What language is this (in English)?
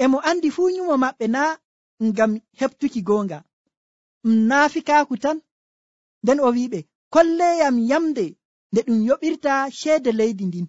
Nigerian Fulfulde